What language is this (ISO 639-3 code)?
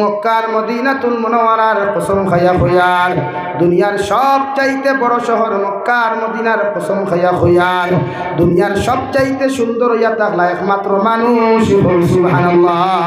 syl